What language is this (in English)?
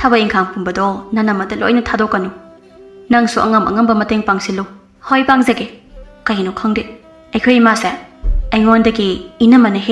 Manipuri